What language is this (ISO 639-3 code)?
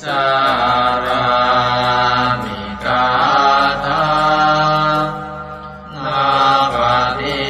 pli